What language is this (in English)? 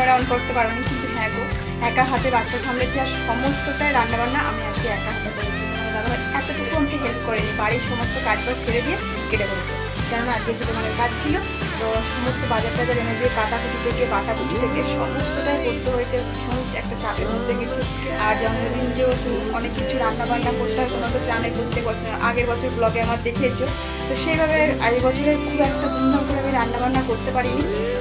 Bangla